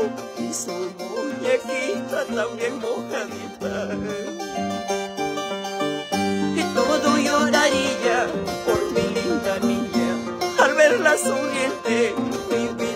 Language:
Spanish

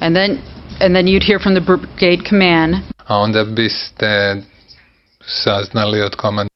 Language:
Serbian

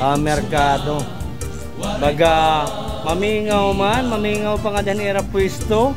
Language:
Waray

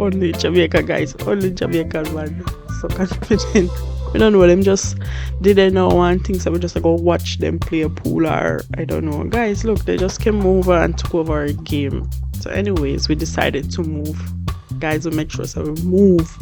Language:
Jamaican Creole English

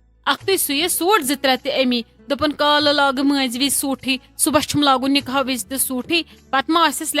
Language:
Kashmiri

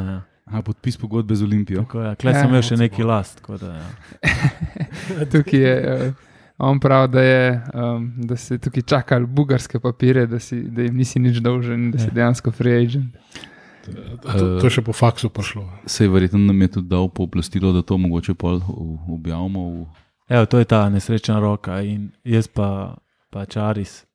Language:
Slovenian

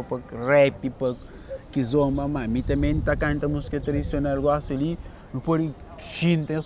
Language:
Kabuverdianu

